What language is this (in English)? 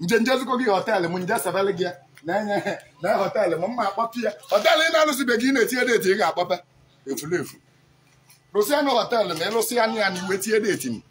Igbo